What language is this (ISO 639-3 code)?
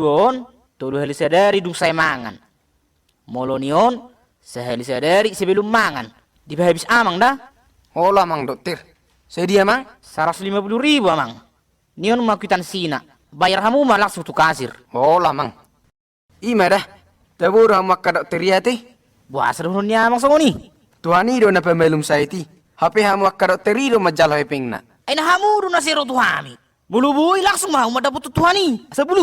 bbc